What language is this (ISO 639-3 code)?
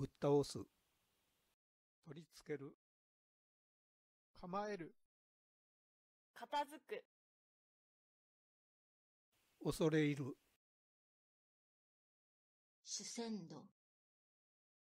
jpn